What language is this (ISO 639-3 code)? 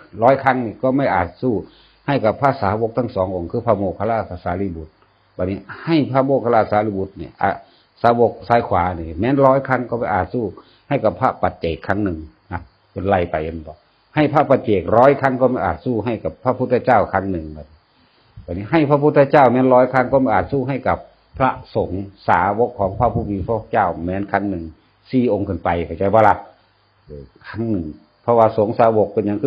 tts